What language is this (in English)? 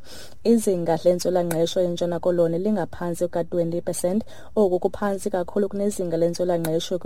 Xhosa